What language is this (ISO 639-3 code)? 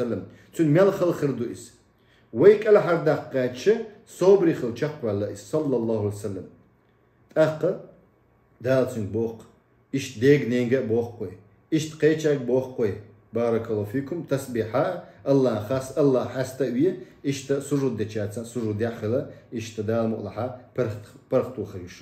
che